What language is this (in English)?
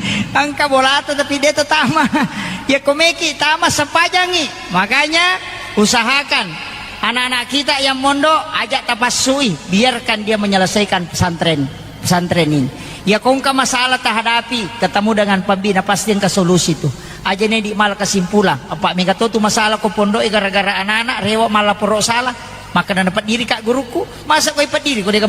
Buginese